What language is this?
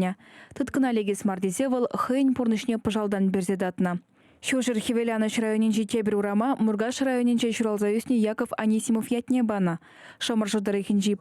Chuvash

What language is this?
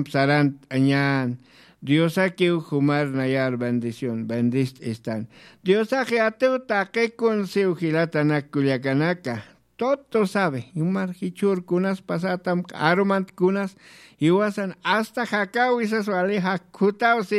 Aymara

